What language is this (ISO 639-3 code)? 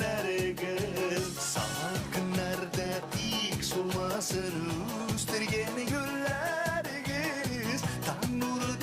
bak